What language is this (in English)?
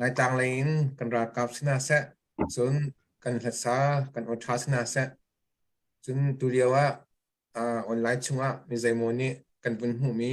Hakha Chin